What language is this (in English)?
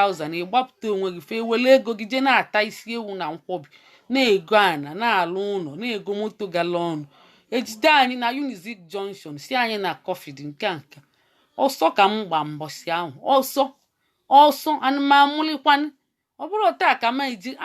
Igbo